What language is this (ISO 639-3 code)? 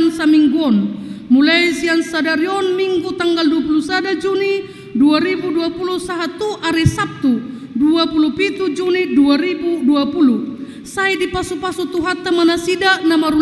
bbc